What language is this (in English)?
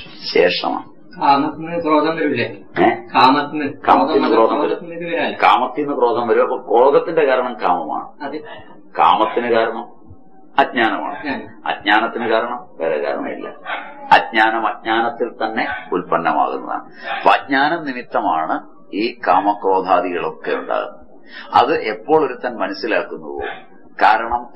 Malayalam